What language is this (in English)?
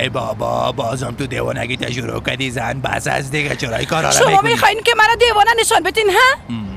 Persian